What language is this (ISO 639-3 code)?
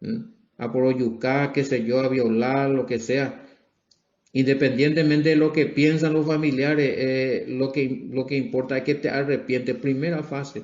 grn